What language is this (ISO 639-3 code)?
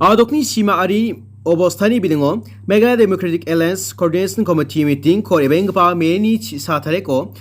grt